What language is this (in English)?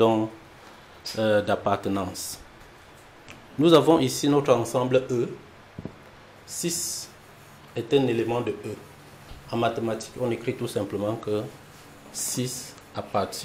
French